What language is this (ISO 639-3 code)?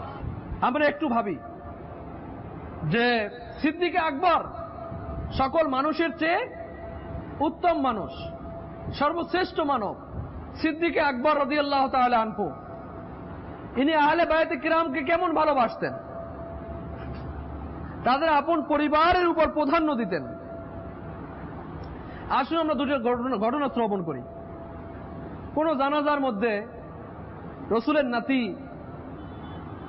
ben